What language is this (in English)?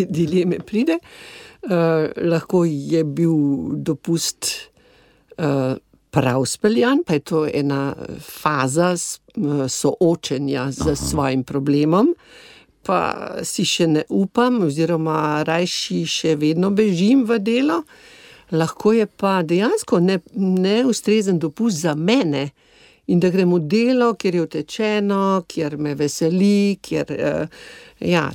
Slovenian